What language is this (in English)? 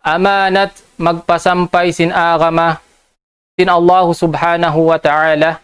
Tausug